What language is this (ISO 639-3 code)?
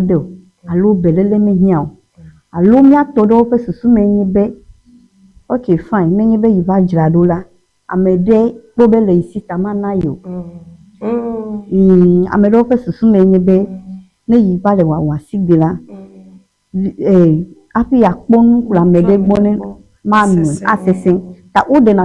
ewe